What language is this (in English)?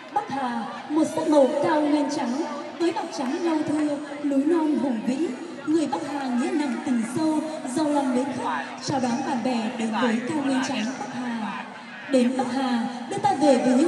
Vietnamese